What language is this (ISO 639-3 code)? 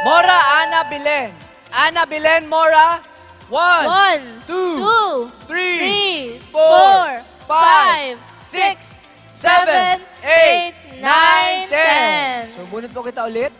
bik